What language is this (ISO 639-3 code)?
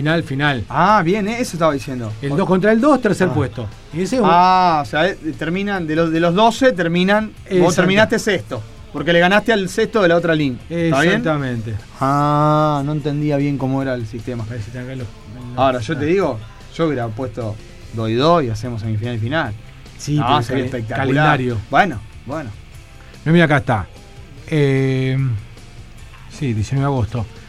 spa